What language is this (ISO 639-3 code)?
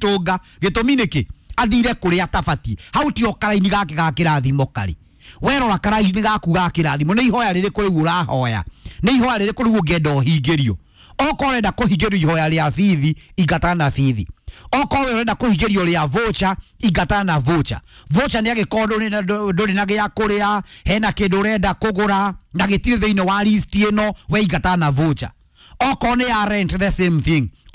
kik